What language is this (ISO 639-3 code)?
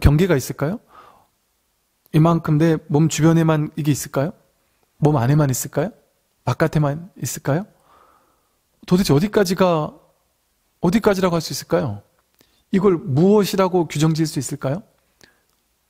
kor